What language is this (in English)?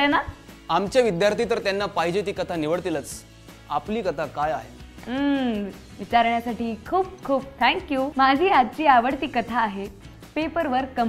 Marathi